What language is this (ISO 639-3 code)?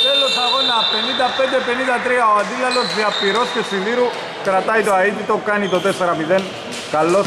ell